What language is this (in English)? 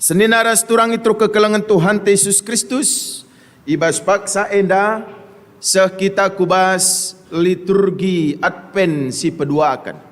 Batak Karo